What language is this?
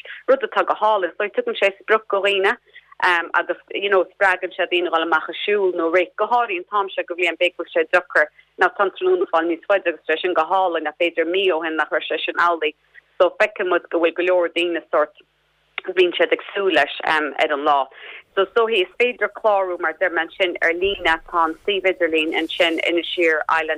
Irish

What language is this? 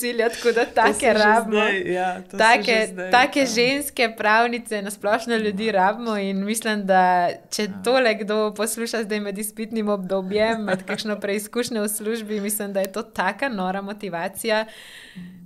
Slovenian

